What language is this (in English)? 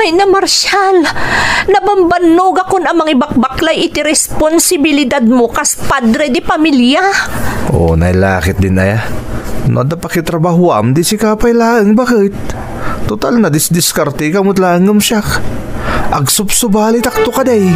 Iloko